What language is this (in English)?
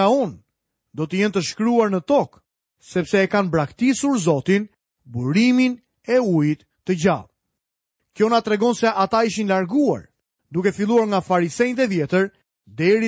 Albanian